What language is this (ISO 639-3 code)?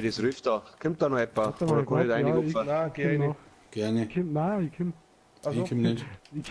bar